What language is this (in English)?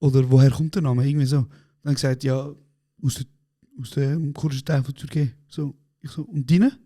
Swiss German